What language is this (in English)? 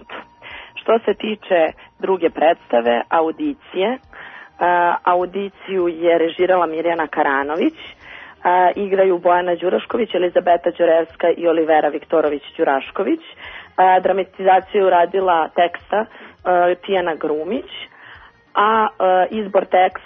Serbian